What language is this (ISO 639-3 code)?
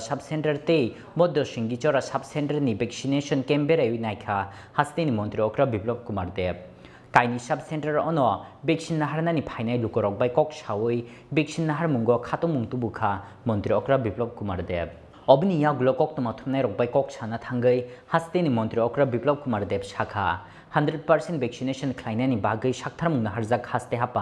trp